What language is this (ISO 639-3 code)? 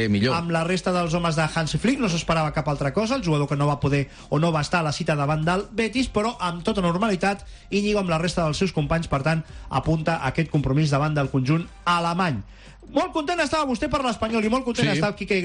cat